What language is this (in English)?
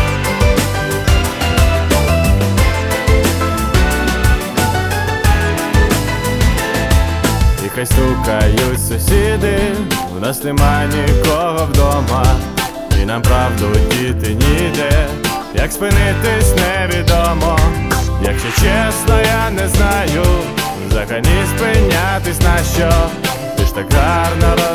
Ukrainian